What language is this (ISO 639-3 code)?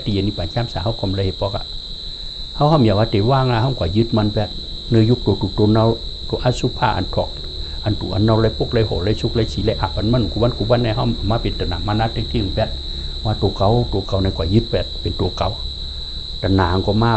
shn